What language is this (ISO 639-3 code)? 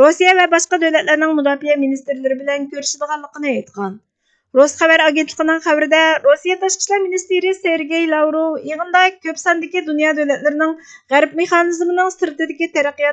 uig